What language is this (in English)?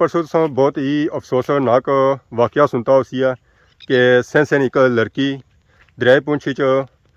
Pahari-Potwari